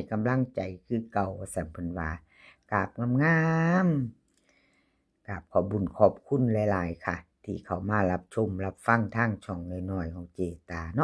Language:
Northeastern Thai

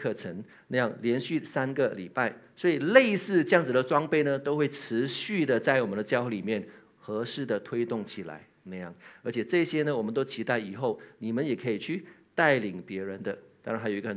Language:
Chinese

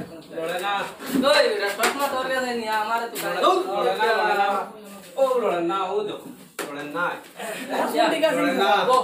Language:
Sylheti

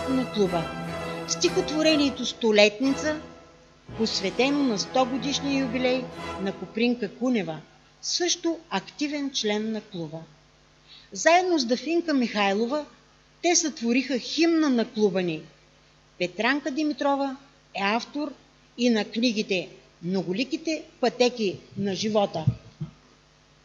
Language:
Bulgarian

